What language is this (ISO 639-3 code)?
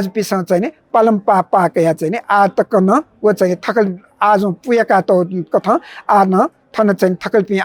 new